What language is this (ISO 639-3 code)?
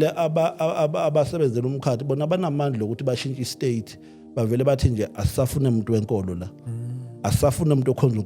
zul